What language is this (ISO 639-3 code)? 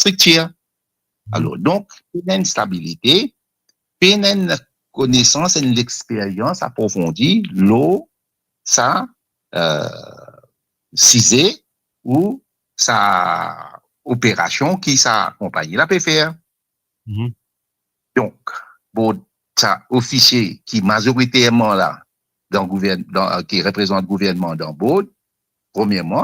mfe